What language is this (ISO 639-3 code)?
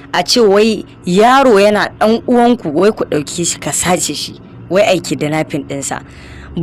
hau